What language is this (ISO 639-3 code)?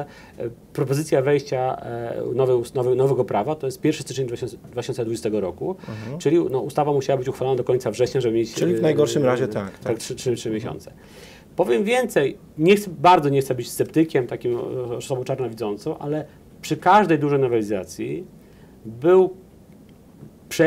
pol